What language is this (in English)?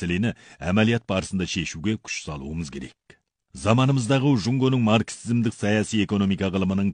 Kazakh